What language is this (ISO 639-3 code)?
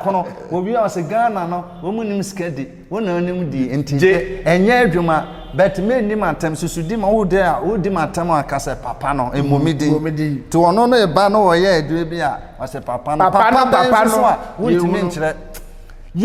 aka